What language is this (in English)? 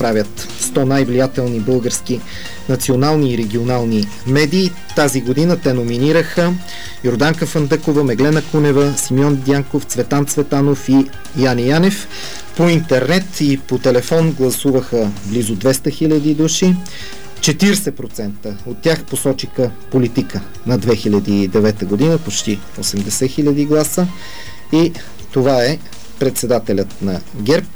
Bulgarian